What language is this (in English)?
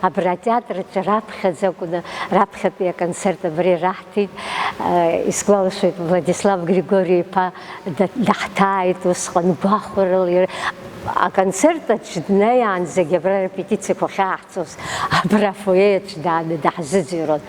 Abkhazian